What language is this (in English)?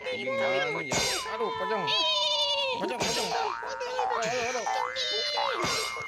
Betawi